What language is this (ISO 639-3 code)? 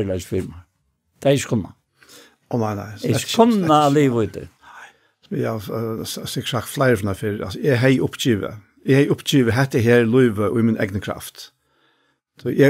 fao